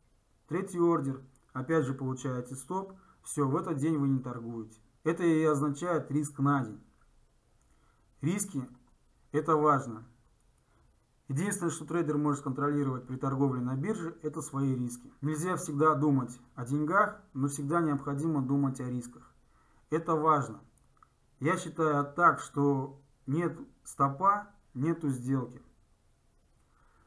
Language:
Russian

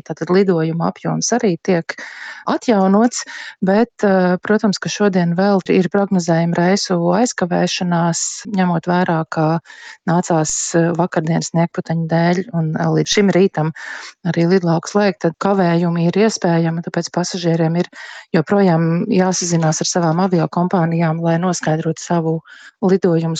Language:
Latvian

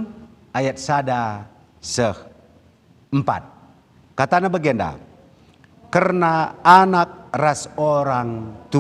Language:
Batak Karo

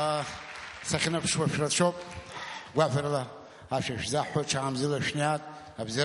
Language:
Abkhazian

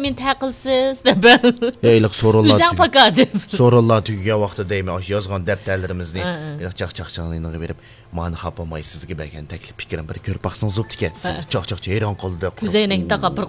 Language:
Uyghur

